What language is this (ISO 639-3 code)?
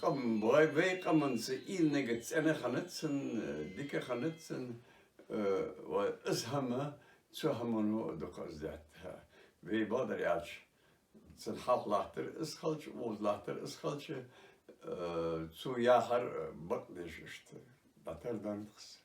inh